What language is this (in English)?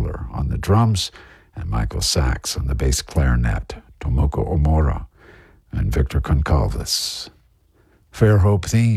English